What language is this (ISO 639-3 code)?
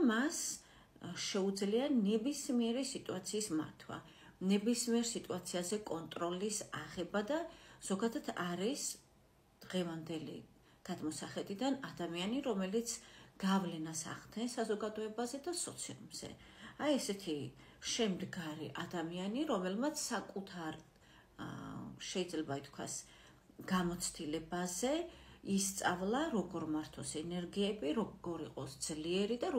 kat